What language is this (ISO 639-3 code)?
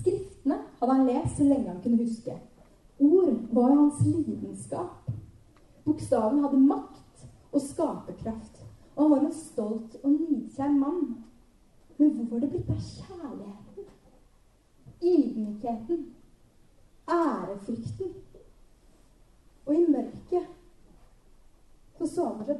nor